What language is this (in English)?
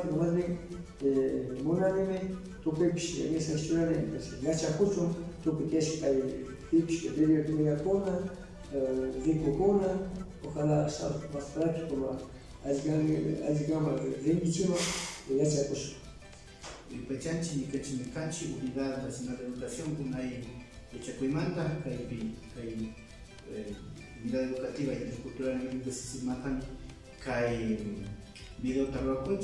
Cañar Highland Quichua